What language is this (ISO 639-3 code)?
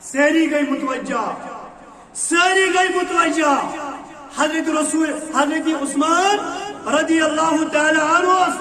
kas